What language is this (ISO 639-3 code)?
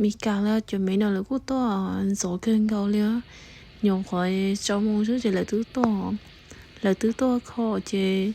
hmn